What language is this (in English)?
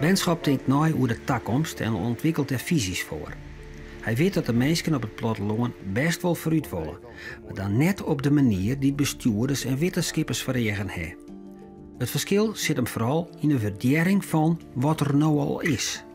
Western Frisian